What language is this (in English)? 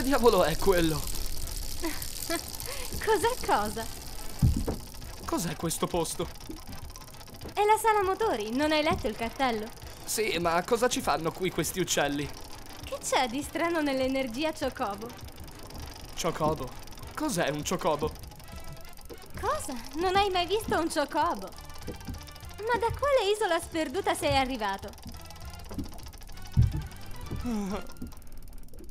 Italian